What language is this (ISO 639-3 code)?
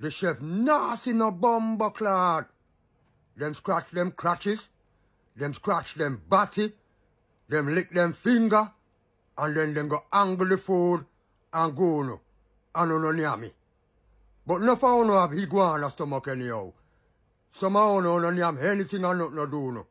jam